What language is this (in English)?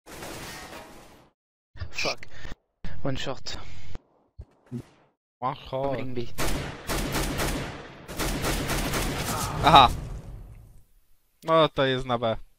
Polish